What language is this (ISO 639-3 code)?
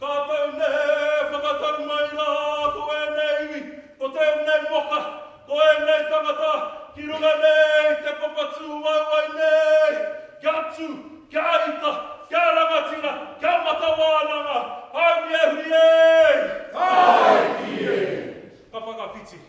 mri